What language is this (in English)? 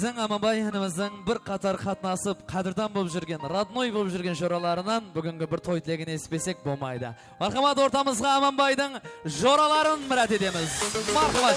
Kara-Kalpak